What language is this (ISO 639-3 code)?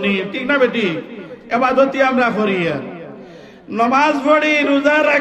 syl